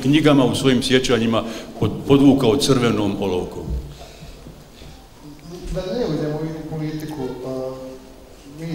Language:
Bosnian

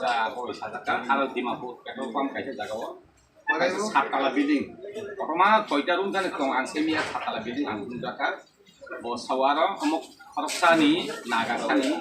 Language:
Kok Borok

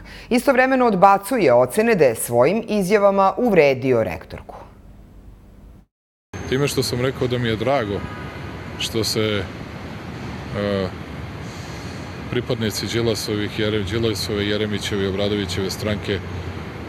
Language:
Serbian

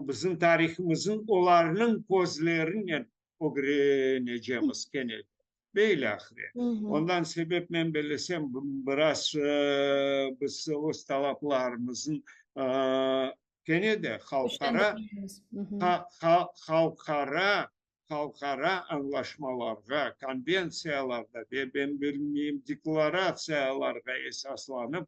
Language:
Crimean Tatar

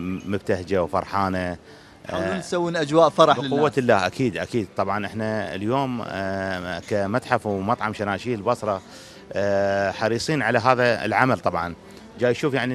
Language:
Mesopotamian Arabic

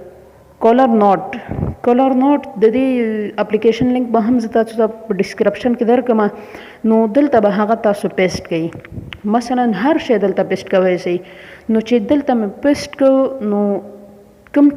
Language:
Pashto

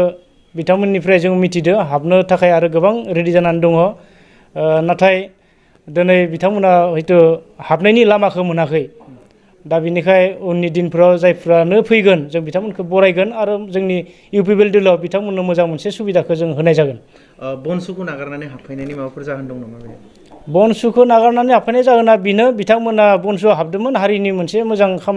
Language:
Bodo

